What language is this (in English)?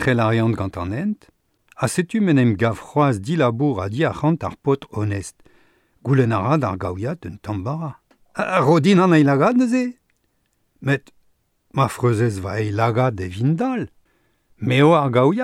Breton